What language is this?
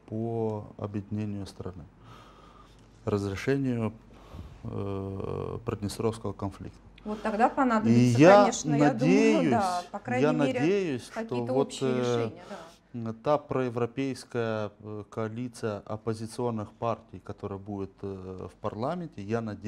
Russian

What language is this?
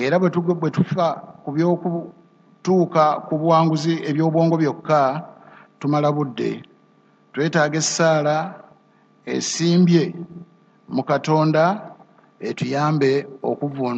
Ganda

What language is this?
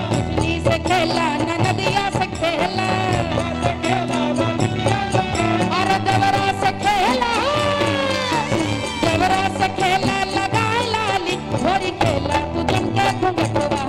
Bhojpuri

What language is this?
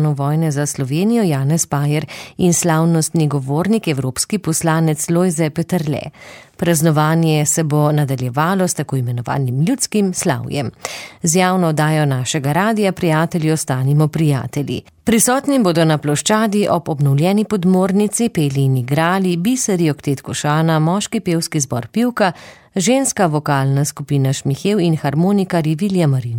Slovenian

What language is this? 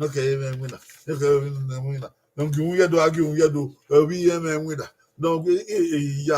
Bini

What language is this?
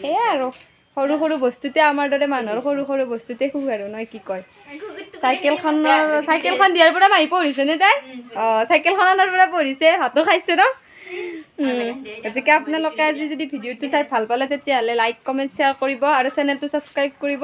Assamese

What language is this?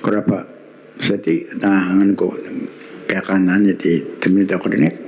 Gilbertese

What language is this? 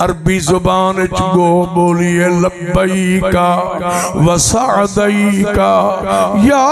Saraiki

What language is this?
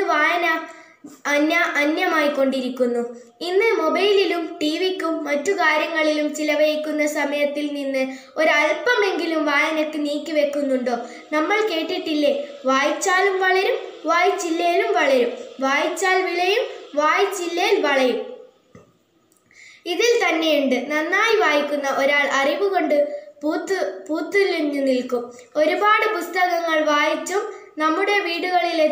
Malayalam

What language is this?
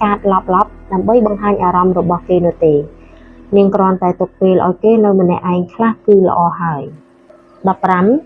Khmer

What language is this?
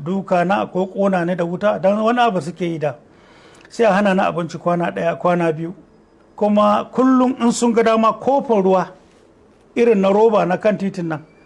Hausa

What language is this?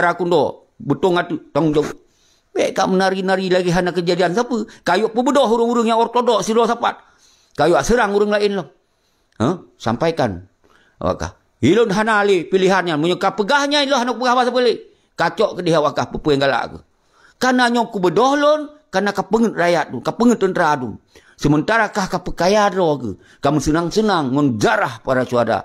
Achinese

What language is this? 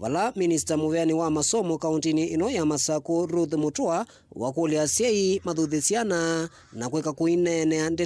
Kamba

